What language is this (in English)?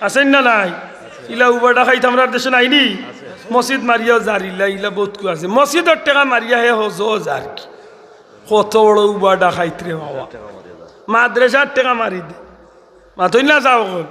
Sylheti